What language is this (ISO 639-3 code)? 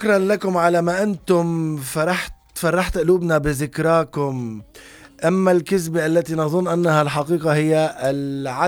apc